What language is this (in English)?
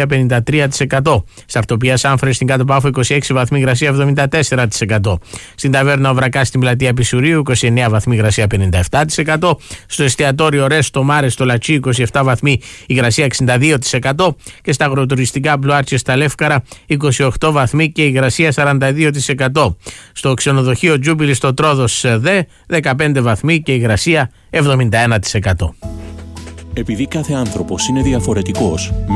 Greek